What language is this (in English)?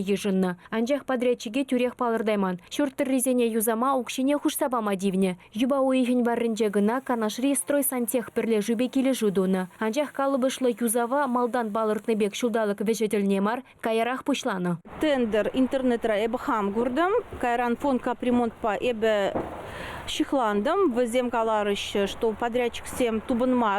Chuvash